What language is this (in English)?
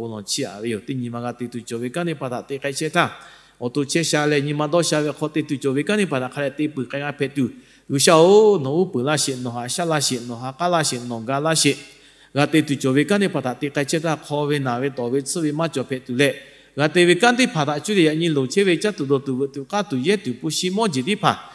Lahu